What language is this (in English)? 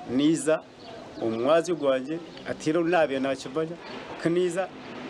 Nyankole